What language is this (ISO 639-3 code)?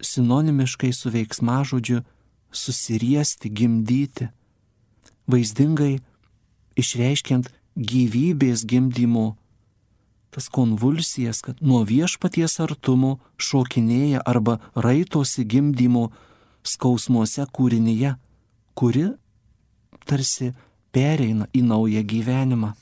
lit